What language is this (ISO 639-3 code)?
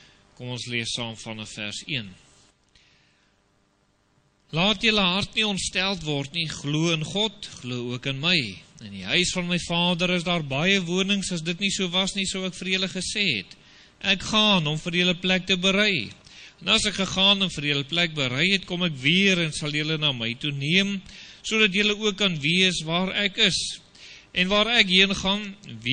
afr